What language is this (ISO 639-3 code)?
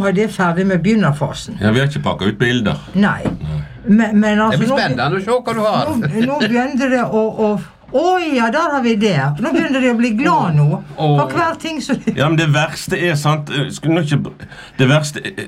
nor